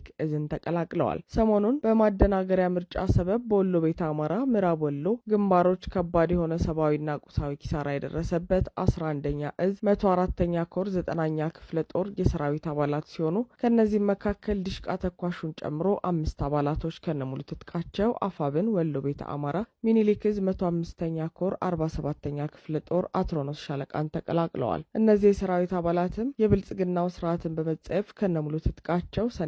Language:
Amharic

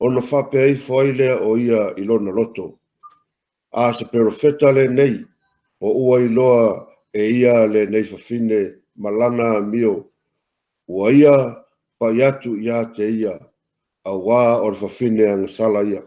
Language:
Samoan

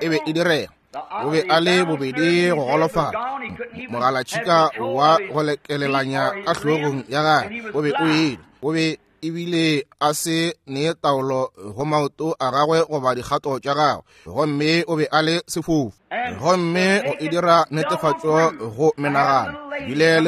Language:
Northern Sotho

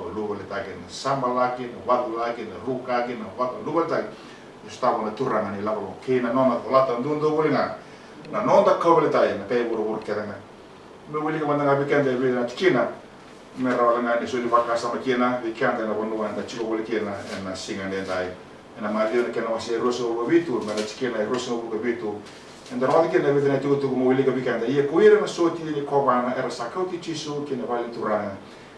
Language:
Fijian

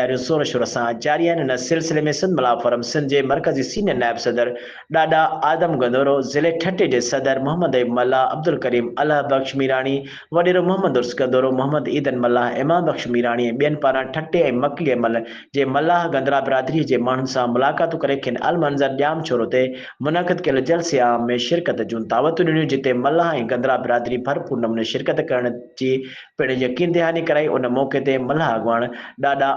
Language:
Sindhi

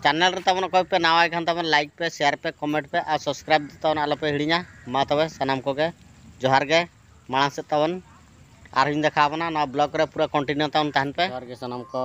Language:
Santali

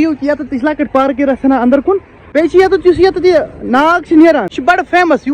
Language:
Kashmiri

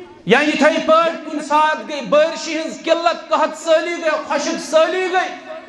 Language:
Kashmiri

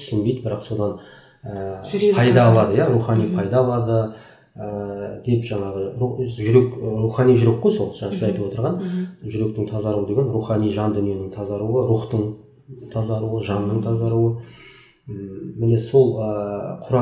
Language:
Kazakh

